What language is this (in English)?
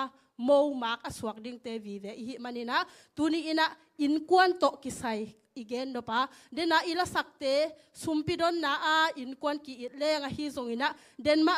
Tedim Chin